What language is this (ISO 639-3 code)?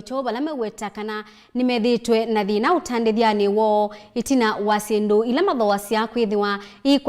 kam